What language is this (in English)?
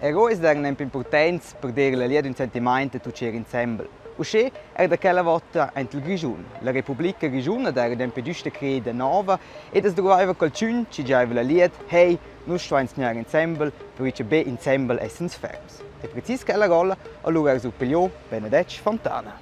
Romansh